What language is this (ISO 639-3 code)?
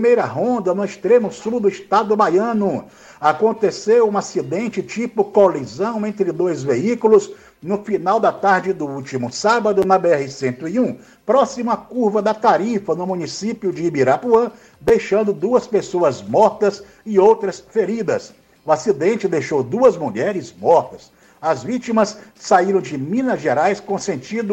por